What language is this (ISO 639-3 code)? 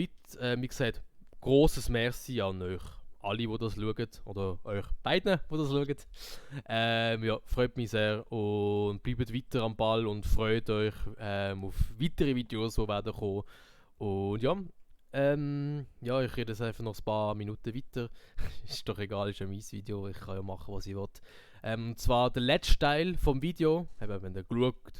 gsw